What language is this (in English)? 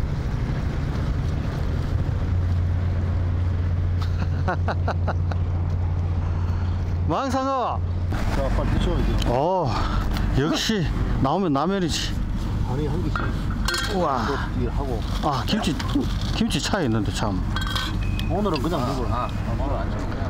Korean